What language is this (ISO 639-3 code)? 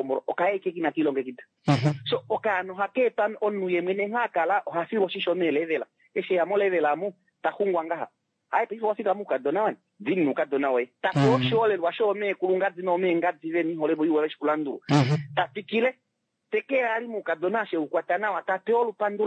kua